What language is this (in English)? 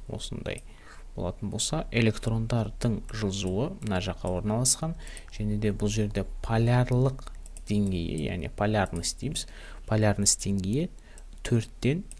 Kazakh